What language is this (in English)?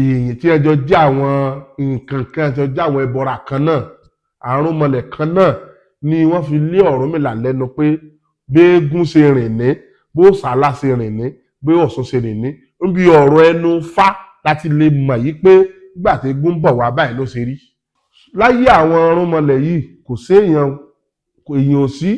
Yoruba